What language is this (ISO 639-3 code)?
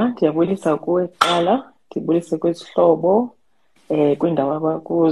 xho